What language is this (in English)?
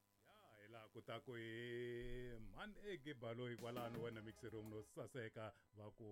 Tsonga